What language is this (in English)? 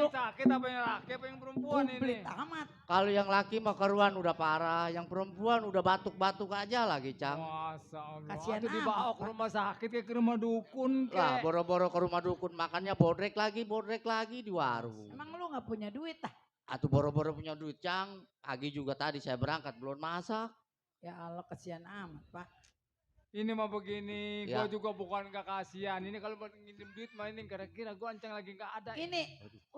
Betawi